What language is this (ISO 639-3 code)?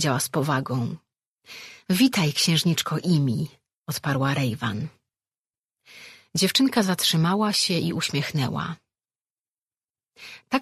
pol